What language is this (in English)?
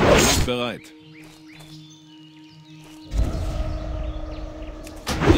German